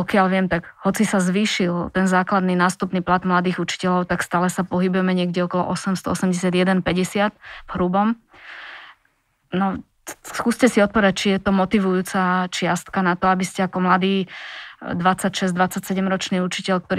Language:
Slovak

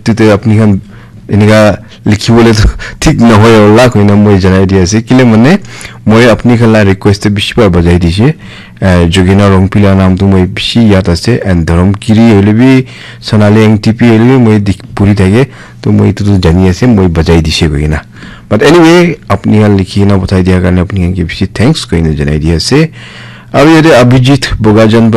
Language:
Naga Pidgin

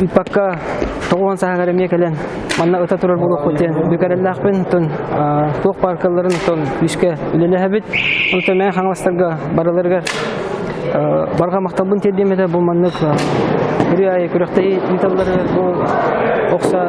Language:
Yakut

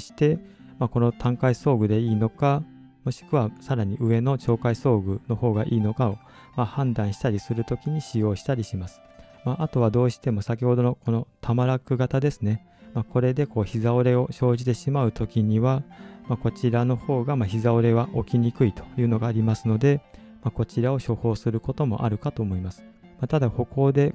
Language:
Japanese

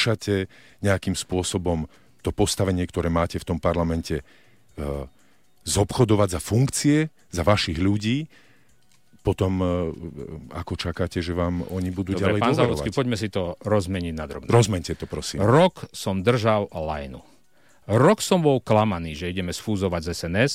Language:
Slovak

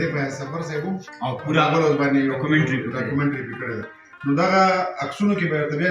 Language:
Pashto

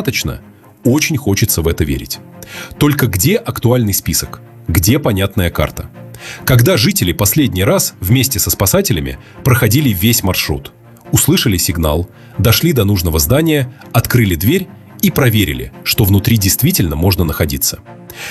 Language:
Russian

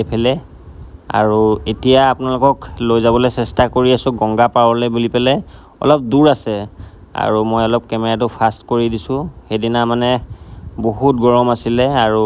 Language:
Assamese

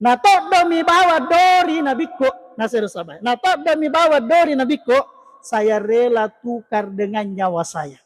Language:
Buginese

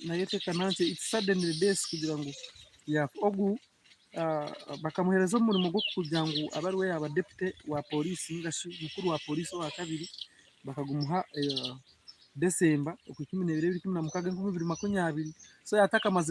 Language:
Nyankole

